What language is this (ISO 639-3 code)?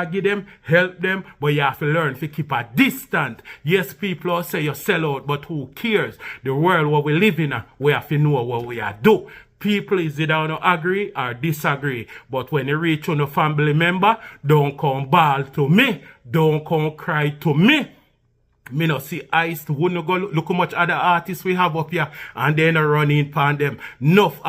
jam